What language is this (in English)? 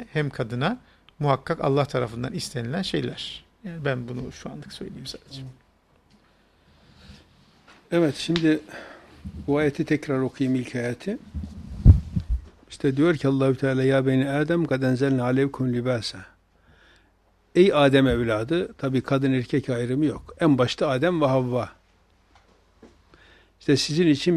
Turkish